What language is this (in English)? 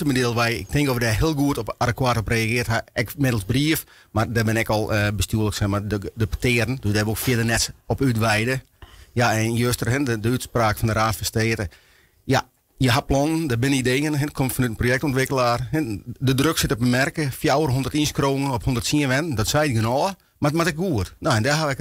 Western Frisian